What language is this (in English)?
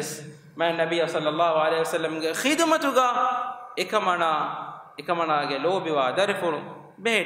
Divehi